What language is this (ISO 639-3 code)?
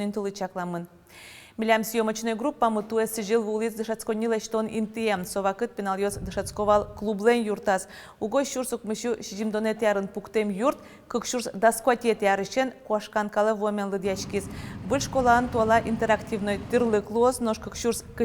udm